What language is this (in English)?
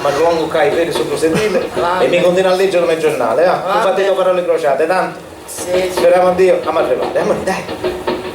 Sicilian